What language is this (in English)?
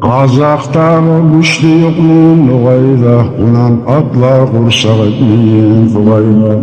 Kumyk